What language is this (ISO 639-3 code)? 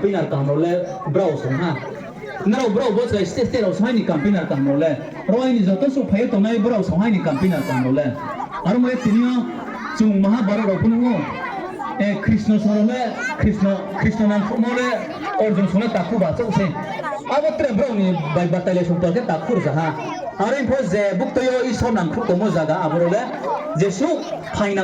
ria